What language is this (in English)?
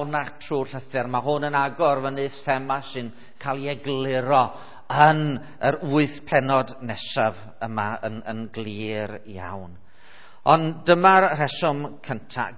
Welsh